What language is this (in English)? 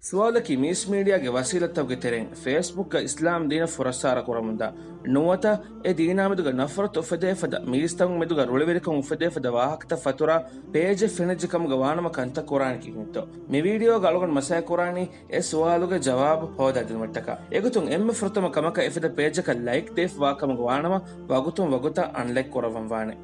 Divehi